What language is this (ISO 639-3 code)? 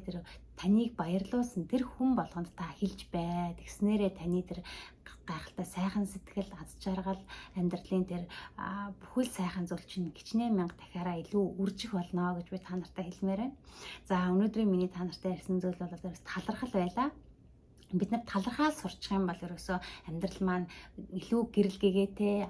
mon